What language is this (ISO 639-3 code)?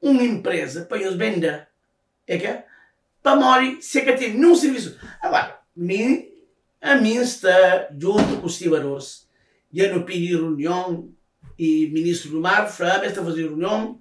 kea